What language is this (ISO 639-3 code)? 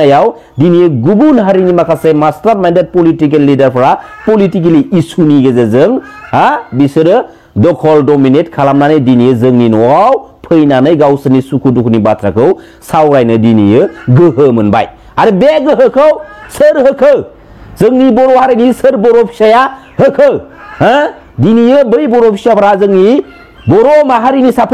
brx